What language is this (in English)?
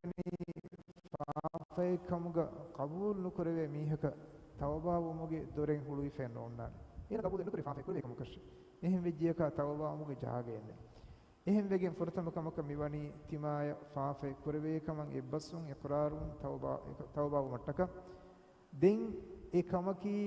Divehi